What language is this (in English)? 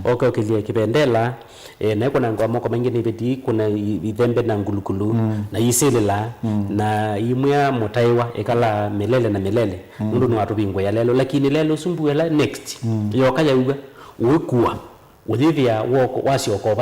Kamba